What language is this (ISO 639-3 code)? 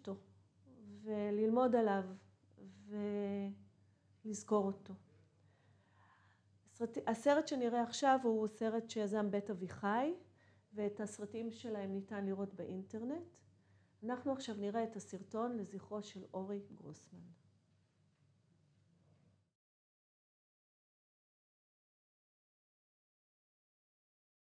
heb